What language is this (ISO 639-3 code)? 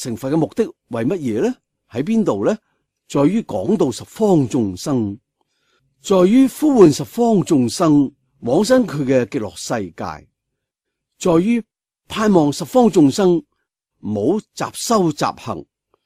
yue